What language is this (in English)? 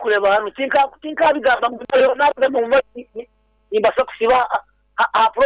Nyankole